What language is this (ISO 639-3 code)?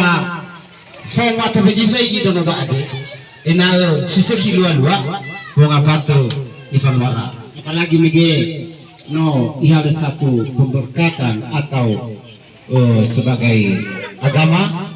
nia